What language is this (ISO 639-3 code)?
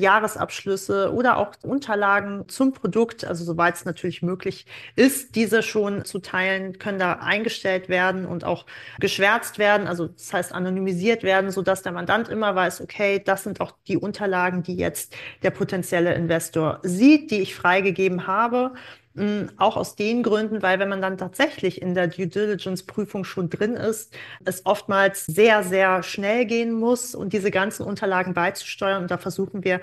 deu